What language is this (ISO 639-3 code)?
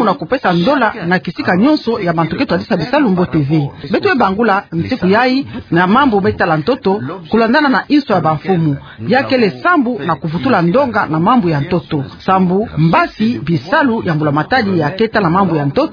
ktu